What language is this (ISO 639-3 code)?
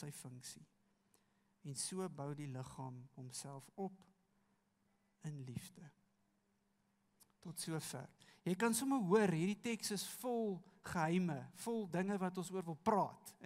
afr